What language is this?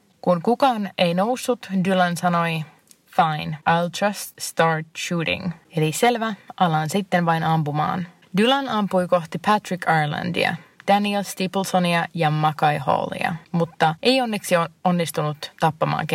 Finnish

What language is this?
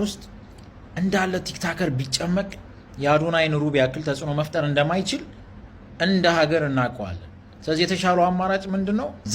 Amharic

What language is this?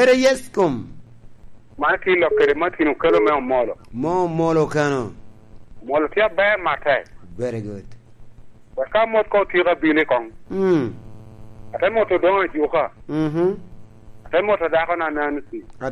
Lango (Uganda)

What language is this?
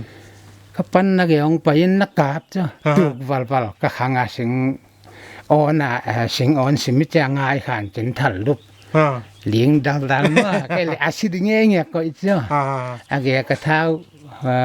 Paite Chin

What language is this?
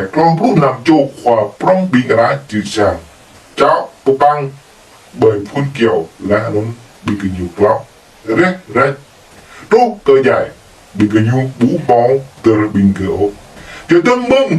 Jarai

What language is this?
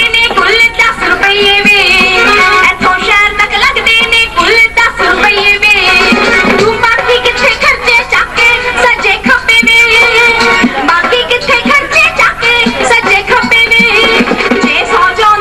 Punjabi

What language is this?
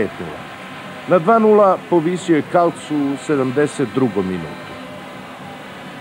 Serbian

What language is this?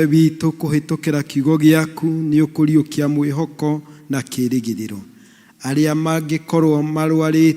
Kikuyu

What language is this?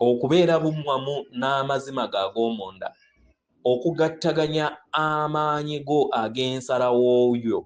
Ganda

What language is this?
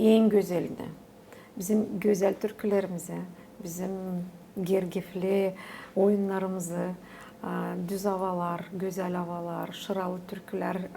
Gagauz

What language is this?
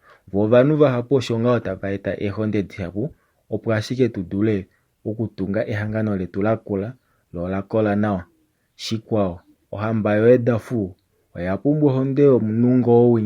Kuanyama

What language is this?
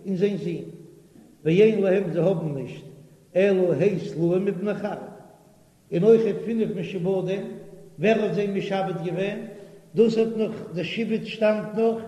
Yiddish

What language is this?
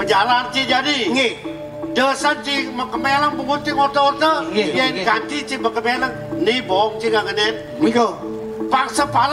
Balinese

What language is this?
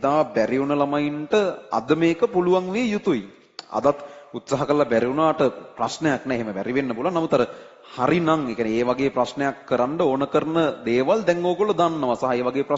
Sinhala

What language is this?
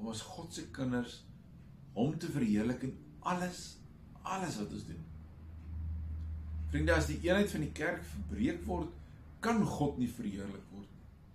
Afrikaans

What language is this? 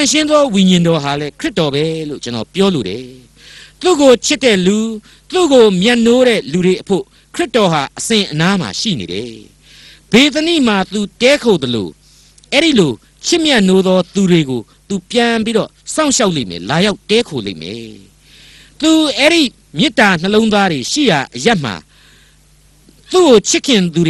Burmese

